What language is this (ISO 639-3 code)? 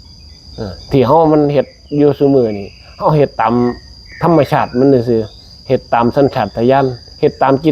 tts